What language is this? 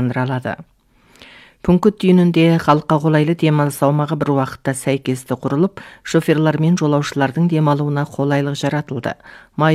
Kazakh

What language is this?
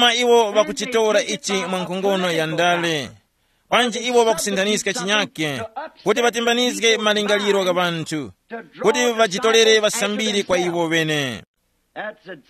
Tumbuka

